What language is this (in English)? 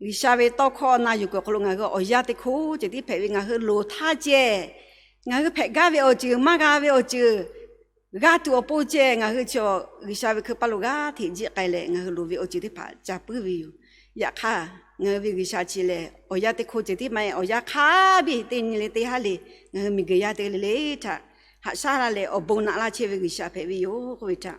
Lahu